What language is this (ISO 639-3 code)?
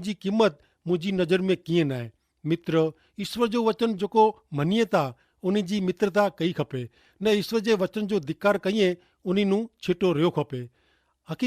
kfr